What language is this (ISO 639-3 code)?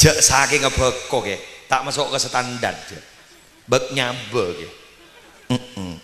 mad